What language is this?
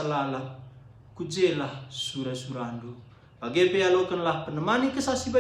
Batak Karo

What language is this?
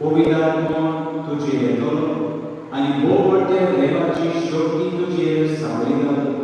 Konkani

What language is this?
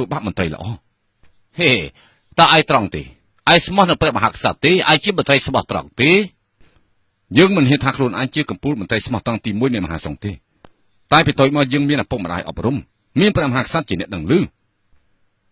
Khmer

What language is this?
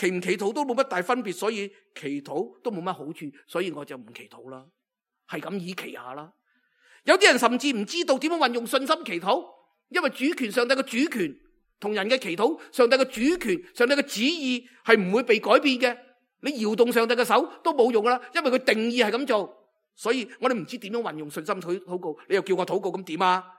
Cantonese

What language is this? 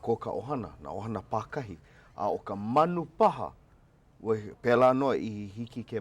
Hawaiian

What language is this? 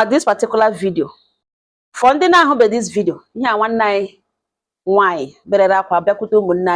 Igbo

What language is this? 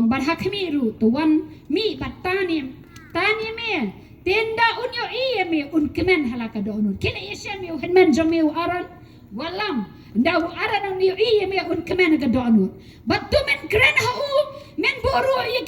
Khasi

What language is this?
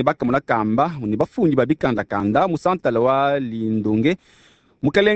Luba-Lulua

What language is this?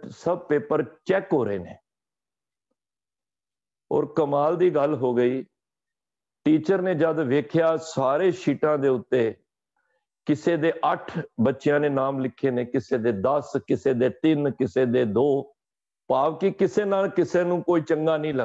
Punjabi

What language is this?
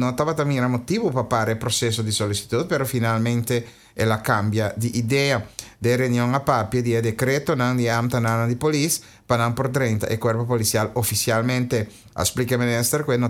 Papiamento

